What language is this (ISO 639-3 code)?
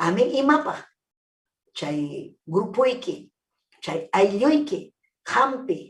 quy